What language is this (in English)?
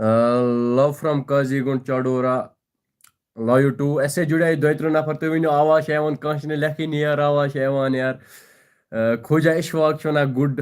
Kashmiri